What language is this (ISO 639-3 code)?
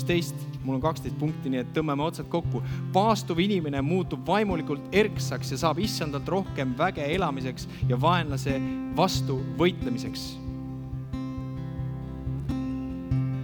est